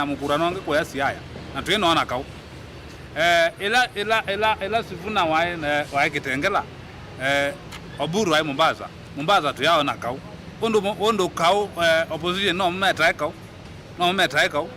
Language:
Kamba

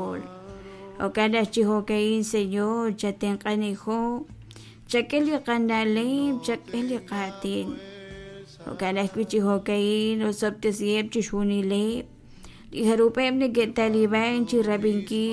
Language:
Kekchí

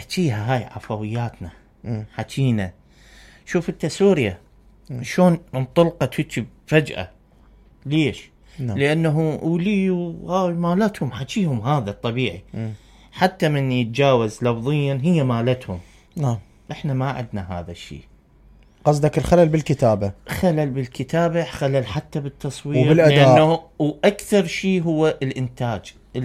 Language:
Mesopotamian Arabic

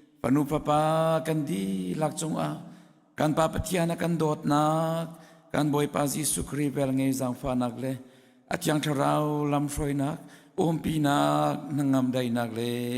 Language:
Hakha Chin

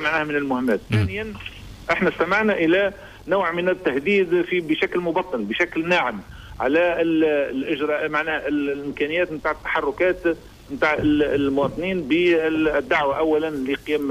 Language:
Tunisian Arabic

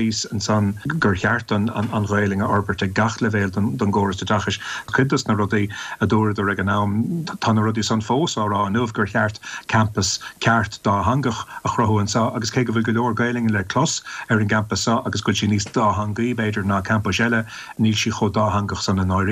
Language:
Irish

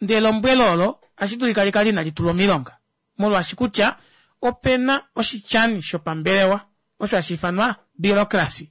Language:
Kuanyama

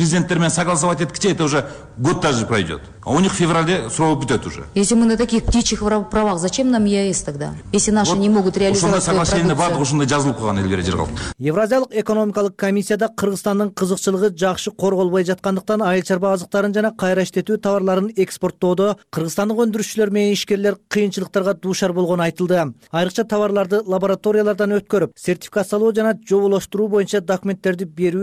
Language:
Kyrgyz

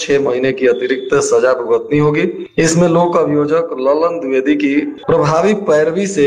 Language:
Hindi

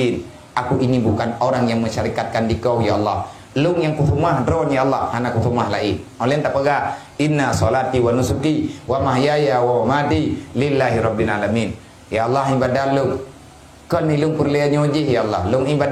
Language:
Achinese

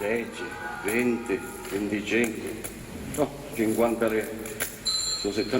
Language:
Sicilian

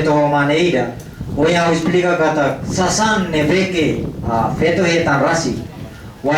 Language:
Tetum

